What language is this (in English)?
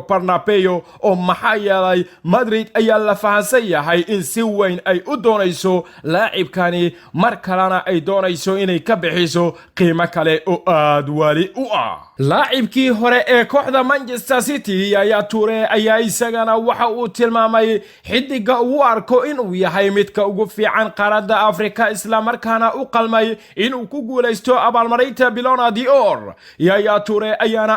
Somali